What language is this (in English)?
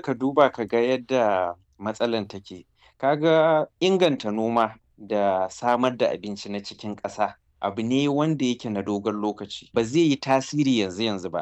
Hausa